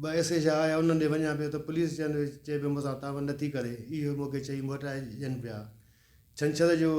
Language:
Sindhi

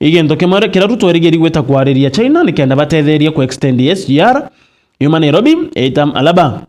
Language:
Meru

